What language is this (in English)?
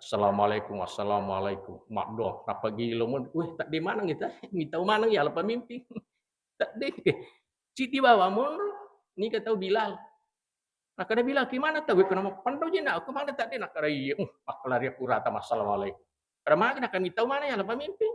Buginese